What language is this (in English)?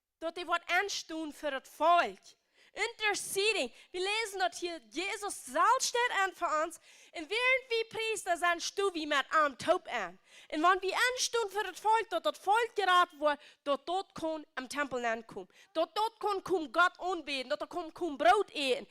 Plautdietsch